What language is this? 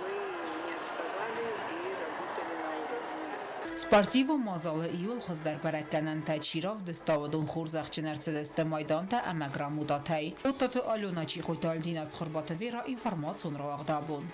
Ossetic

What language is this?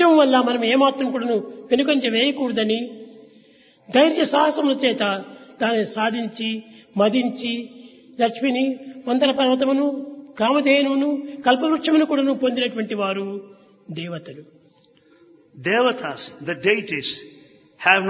Telugu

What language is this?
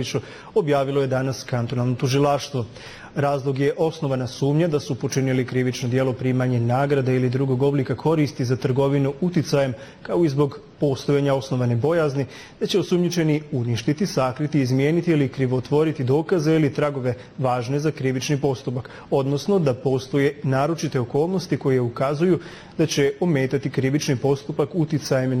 Bosnian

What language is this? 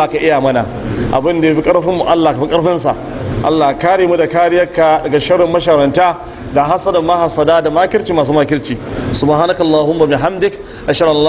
Hausa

